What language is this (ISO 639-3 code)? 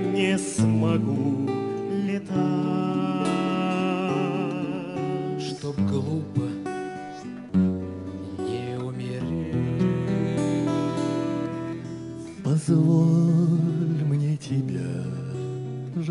rus